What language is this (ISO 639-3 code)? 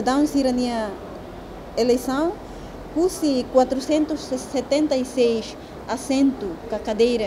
tet